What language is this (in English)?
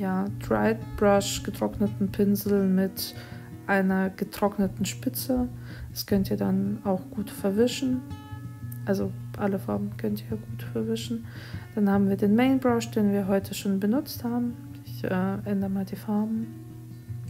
German